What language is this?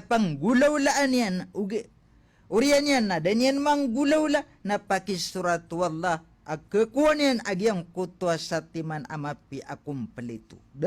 Maranao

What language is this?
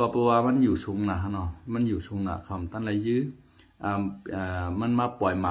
Shan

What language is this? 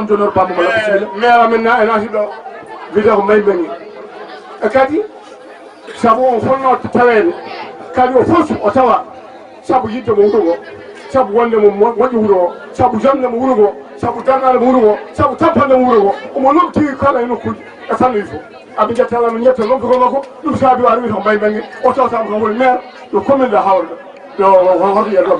Fula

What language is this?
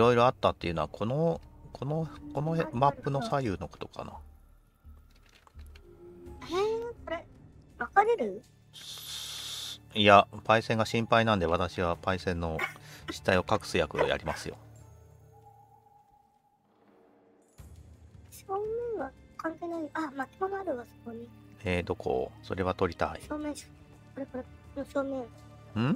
Japanese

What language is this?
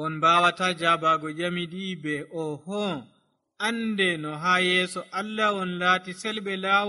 Nigerian Fulfulde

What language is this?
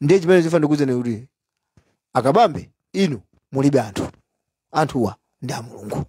Nyanja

